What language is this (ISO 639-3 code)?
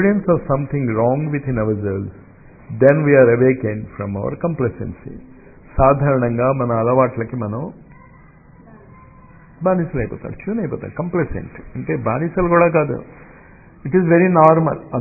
tel